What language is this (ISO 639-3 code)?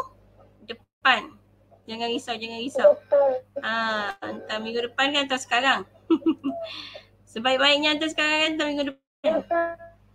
msa